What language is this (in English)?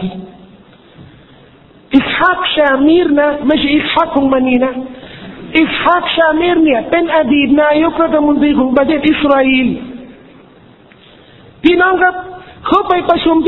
Thai